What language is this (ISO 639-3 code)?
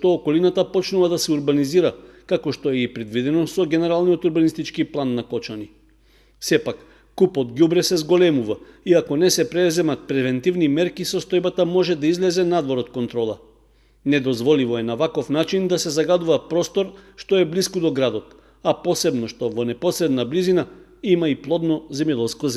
mkd